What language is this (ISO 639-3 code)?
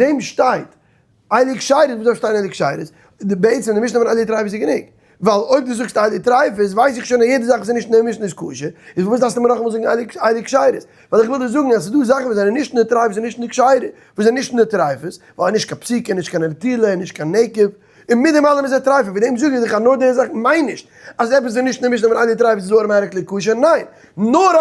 yid